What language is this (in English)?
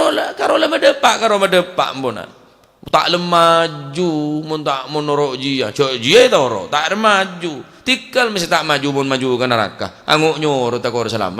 Madurese